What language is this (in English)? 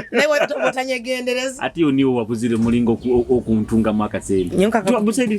Nyoro